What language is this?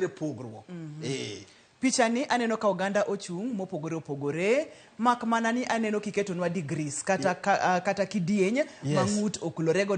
Luo (Kenya and Tanzania)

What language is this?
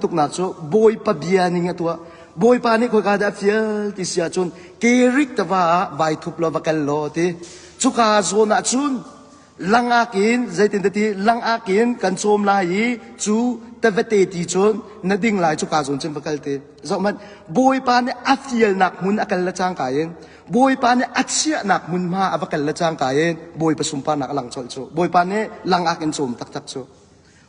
Hakha Chin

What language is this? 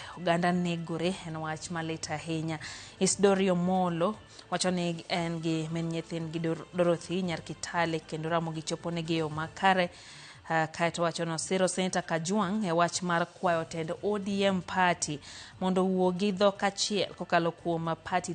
Luo (Kenya and Tanzania)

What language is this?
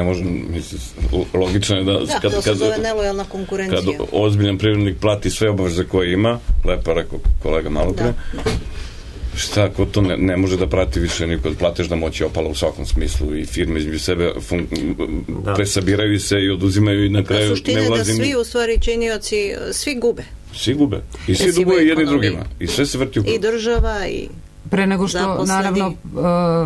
Serbian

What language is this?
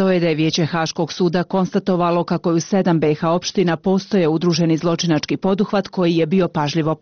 Bosnian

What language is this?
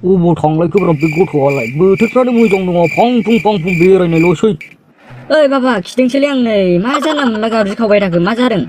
Bodo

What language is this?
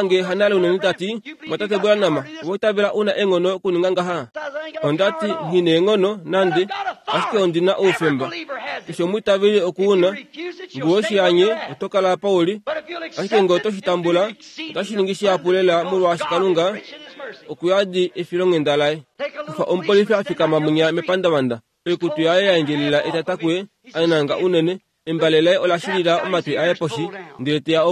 Kuanyama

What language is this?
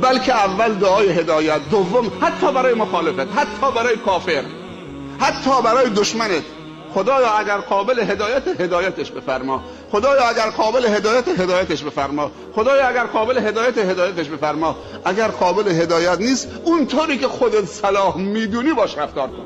Persian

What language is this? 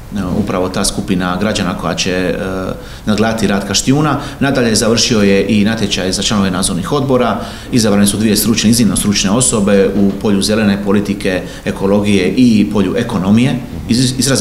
Croatian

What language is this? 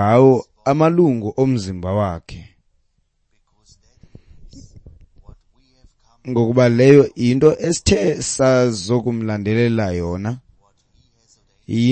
Xhosa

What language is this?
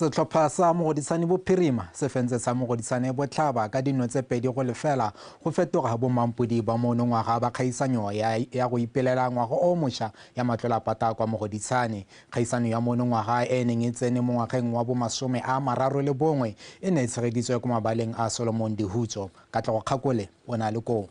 Tswana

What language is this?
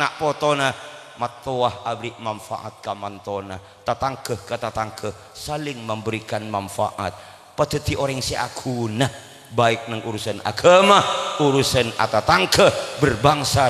Madurese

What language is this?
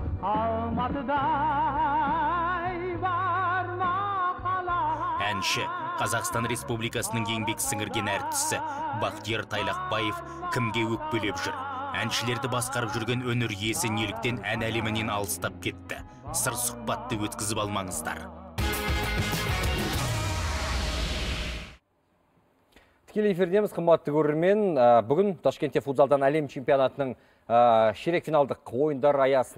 Kazakh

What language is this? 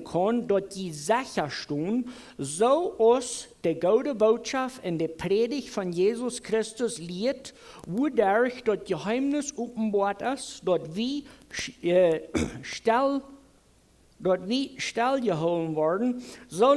Plautdietsch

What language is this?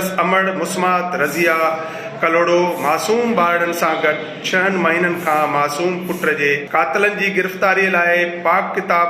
Sindhi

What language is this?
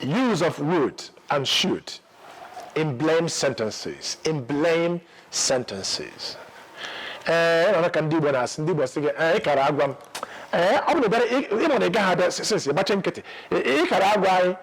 Igbo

